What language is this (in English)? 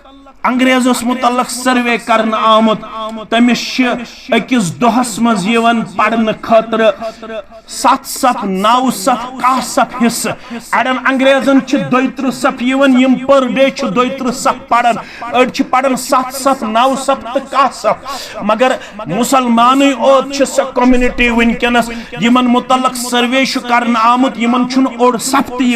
Kashmiri